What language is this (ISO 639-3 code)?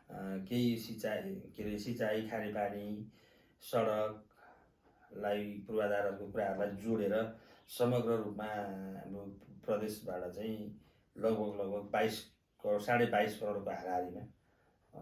nep